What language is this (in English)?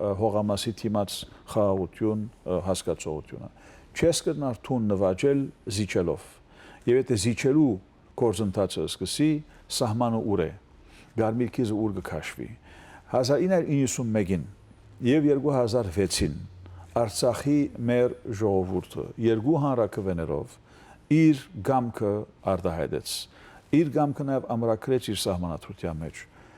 Western Armenian